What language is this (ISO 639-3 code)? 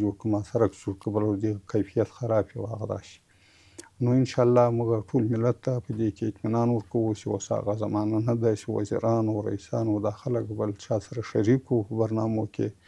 pus